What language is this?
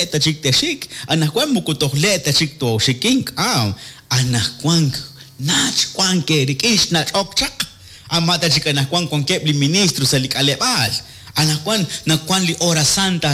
Kekchí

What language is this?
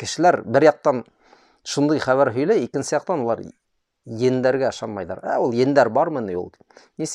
Bashkir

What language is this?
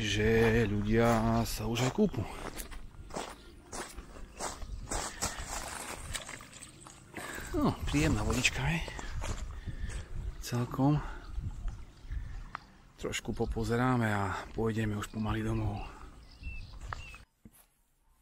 Slovak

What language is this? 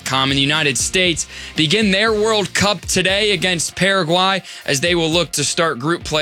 English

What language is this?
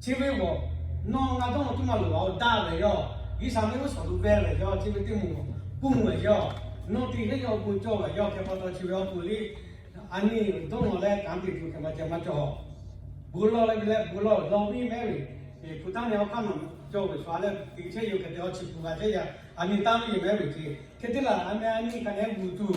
Lahu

